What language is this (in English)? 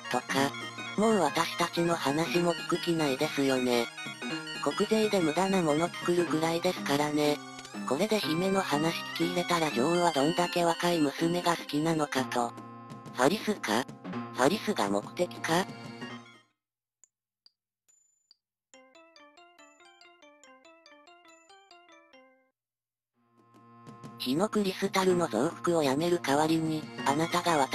Japanese